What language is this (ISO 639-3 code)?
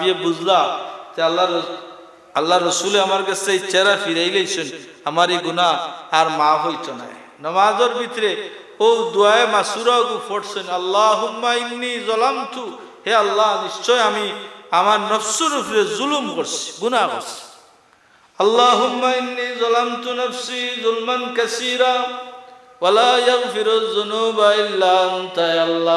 syl